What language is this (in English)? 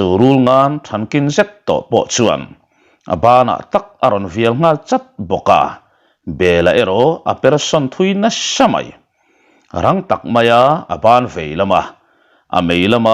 Mizo